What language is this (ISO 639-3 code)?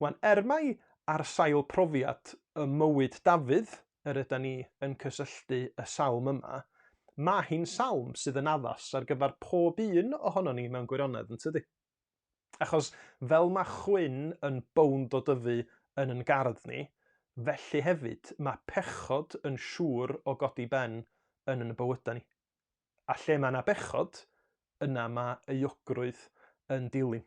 cym